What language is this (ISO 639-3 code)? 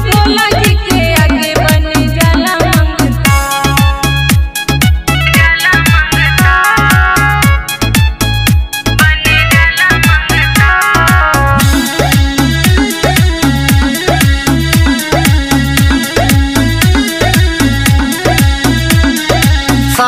bho